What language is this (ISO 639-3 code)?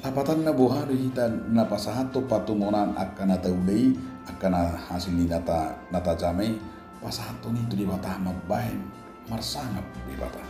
bbc